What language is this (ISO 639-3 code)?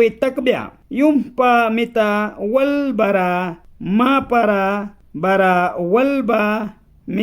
miq